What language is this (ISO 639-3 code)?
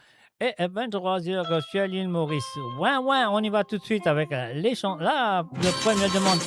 mfe